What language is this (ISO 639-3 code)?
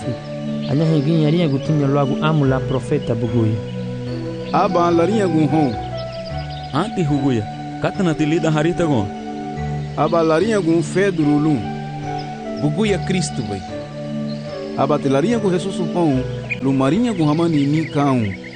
cab